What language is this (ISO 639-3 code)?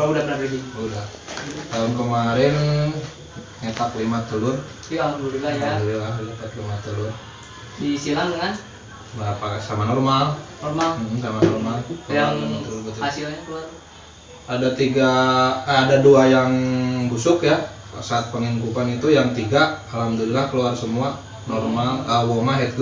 ind